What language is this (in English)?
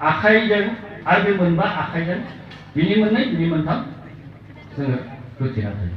Bodo